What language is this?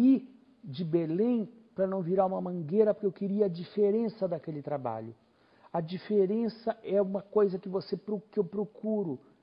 Portuguese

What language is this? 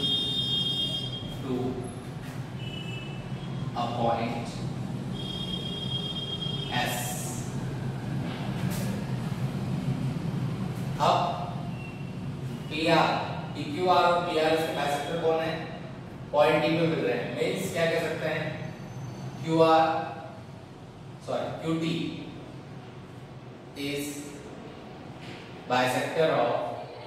Hindi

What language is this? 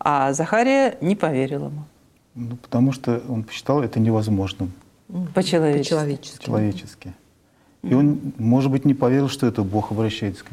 Russian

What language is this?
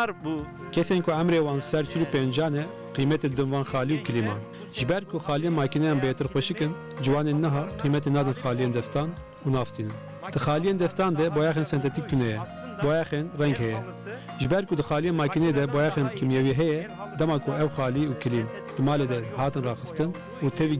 Kurdish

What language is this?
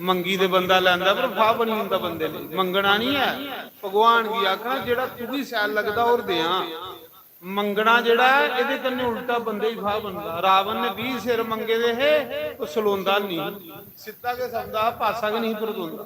Dogri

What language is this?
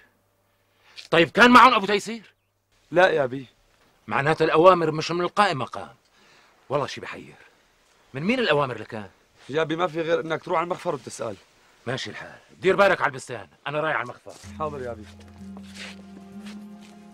North Levantine Arabic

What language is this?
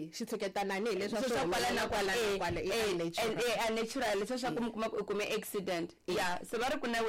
Tsonga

